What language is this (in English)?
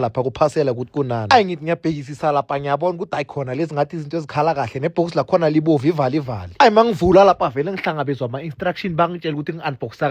Zulu